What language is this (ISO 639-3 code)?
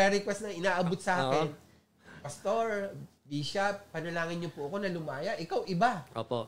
fil